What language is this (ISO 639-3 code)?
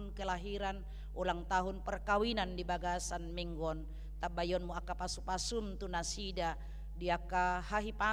bbc